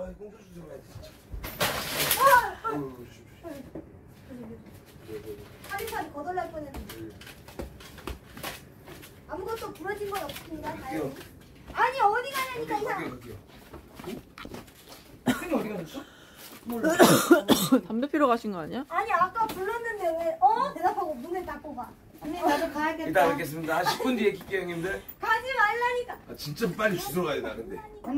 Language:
Korean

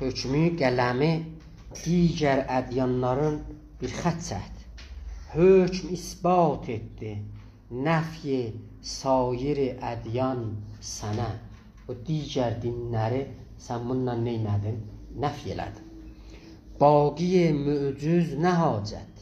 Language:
South Azerbaijani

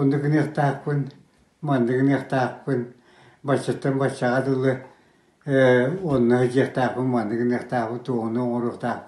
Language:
Yakut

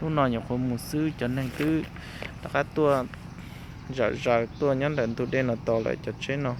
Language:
Hmong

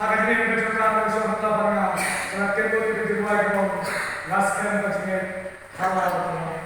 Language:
Khasi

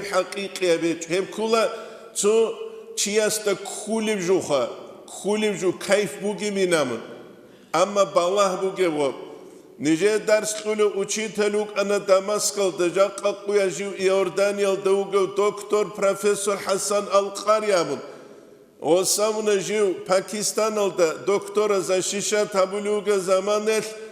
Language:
Avaric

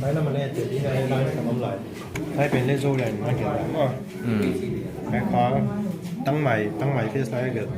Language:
Paite Chin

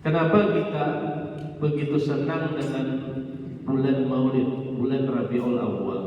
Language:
Banjar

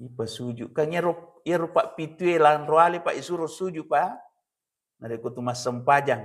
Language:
Buginese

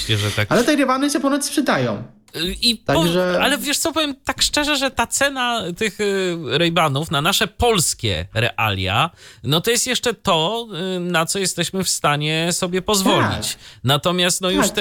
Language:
Polish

